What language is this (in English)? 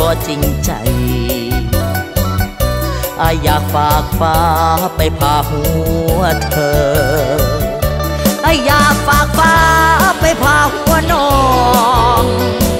Thai